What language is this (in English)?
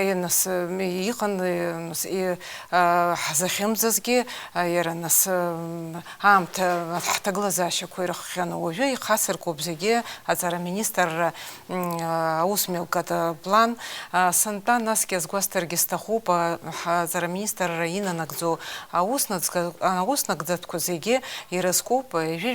Abkhazian